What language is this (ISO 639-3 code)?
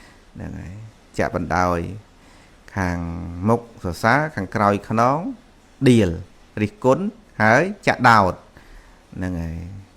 khm